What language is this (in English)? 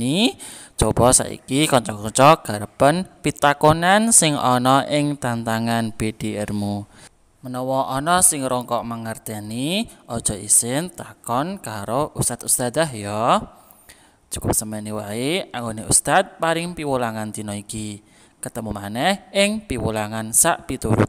Javanese